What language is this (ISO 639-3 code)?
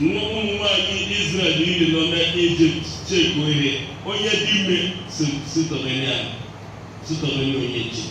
ibo